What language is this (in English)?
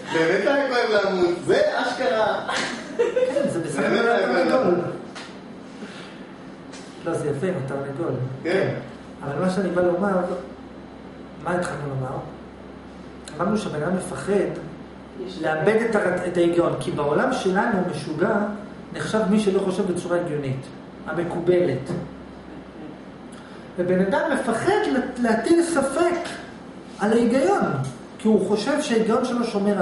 Hebrew